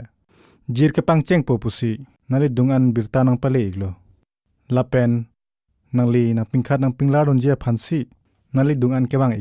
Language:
Karbi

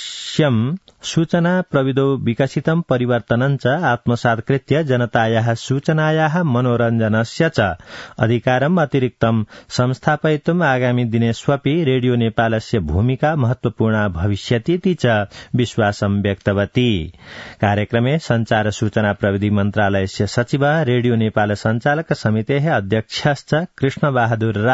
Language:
Sanskrit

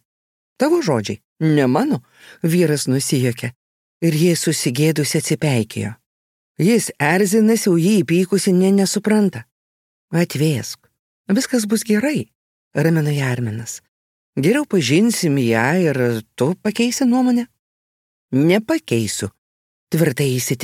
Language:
Lithuanian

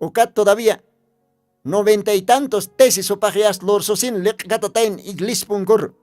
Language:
Aymara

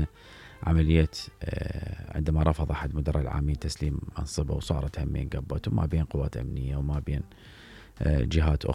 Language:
Mesopotamian Arabic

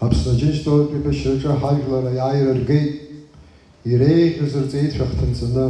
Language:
Abkhazian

